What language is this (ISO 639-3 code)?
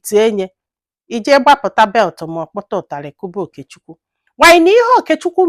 ibo